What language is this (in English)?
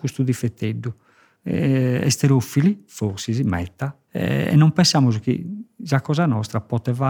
Sardinian